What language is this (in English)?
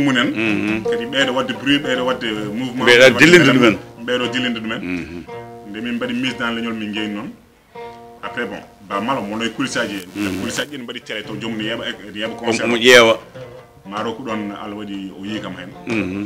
Fula